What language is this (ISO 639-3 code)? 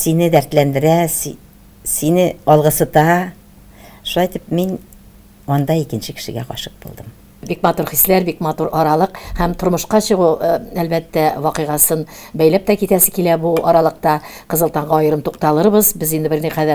tat